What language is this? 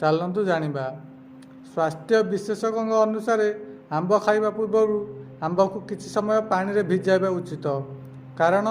Odia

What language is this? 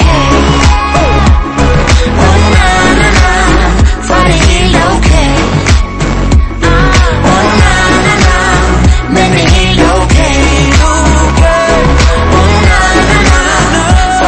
Danish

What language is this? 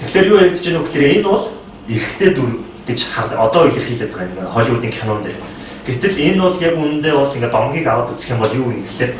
Mongolian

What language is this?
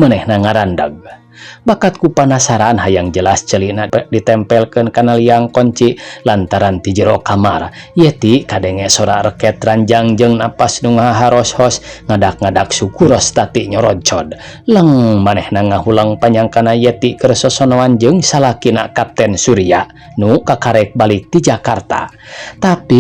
Sundanese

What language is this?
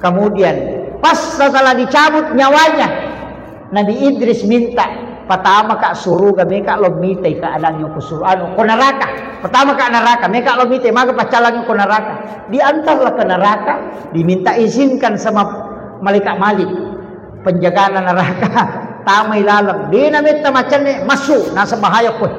Buginese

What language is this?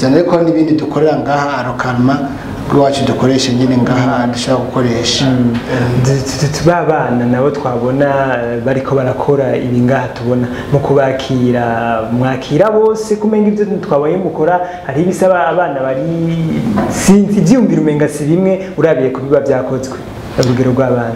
Rundi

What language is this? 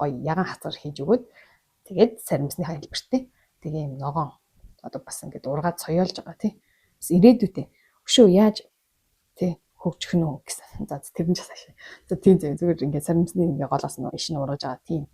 Mongolian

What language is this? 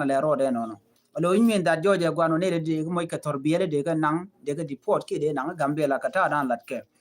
Nuer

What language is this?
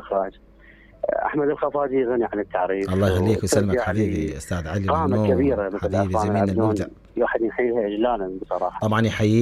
Mesopotamian Arabic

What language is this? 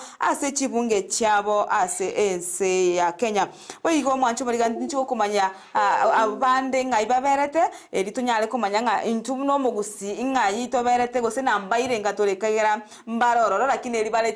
Gusii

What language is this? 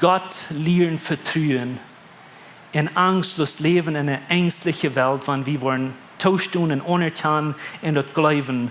Plautdietsch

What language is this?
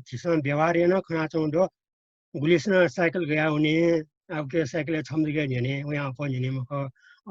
Newari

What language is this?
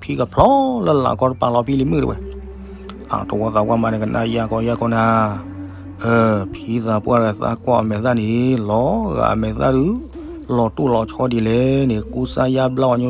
S'gaw Karen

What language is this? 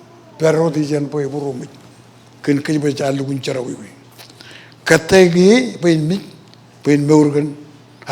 Marshallese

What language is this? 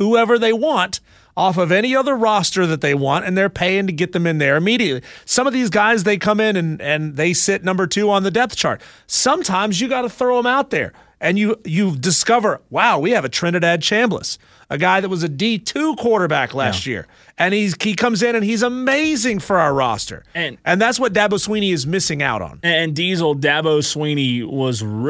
English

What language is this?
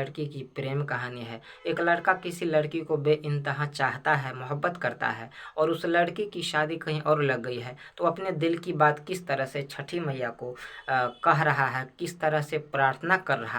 Maithili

